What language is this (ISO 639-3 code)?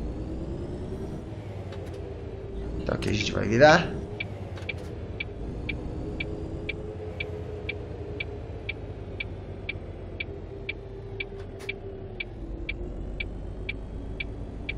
por